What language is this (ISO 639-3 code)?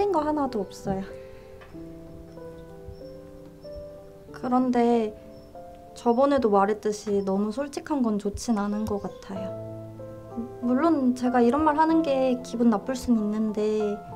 kor